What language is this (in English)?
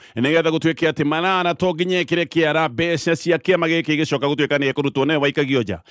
Kikuyu